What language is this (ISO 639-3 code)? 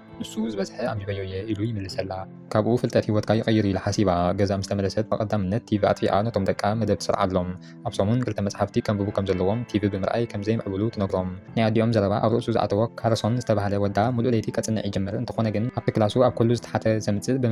tir